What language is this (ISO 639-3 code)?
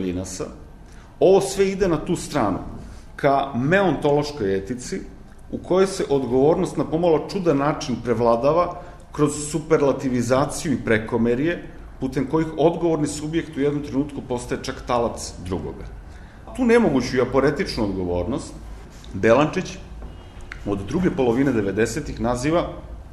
srp